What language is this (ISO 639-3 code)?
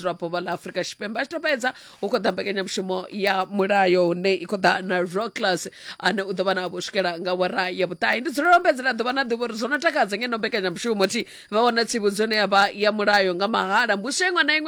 ven